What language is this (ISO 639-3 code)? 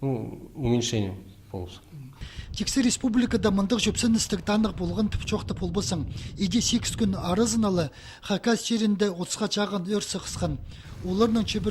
kjh